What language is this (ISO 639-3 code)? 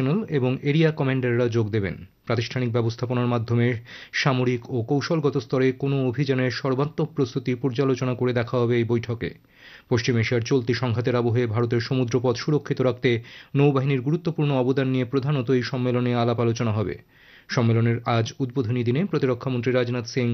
ben